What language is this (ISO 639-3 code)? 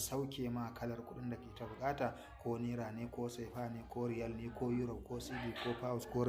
hau